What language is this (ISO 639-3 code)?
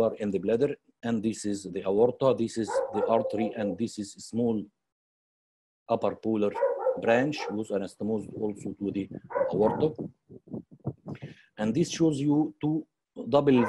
eng